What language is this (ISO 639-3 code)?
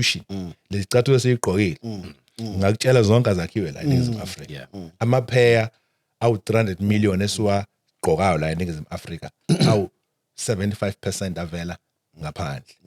zul